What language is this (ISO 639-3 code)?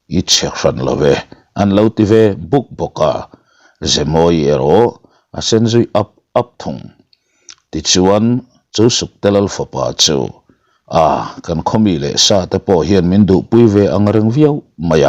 lus